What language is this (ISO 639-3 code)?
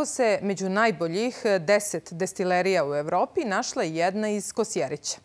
srp